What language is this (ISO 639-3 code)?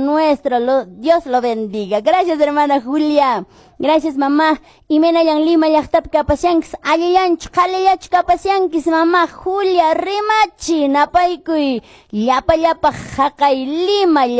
que